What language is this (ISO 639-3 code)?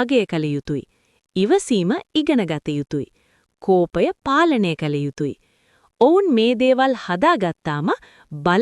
sin